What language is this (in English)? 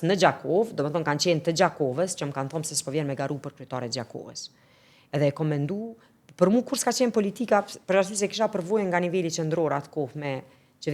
Albanian